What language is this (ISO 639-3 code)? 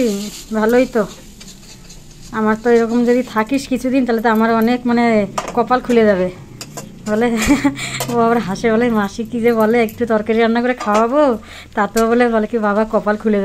ben